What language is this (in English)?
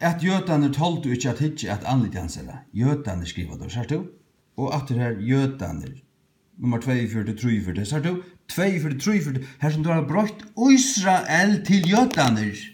Faroese